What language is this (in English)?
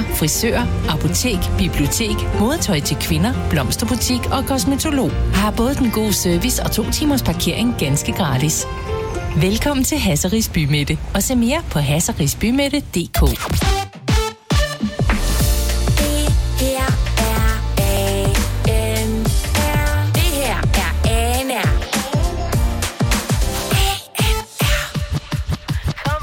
Danish